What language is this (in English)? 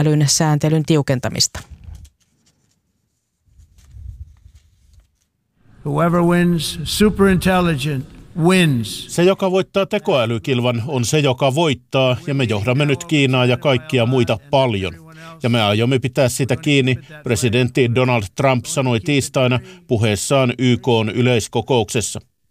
Finnish